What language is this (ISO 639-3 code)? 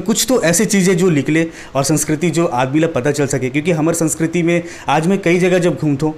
hne